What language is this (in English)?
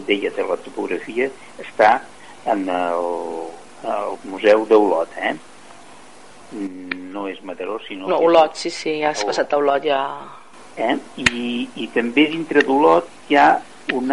Catalan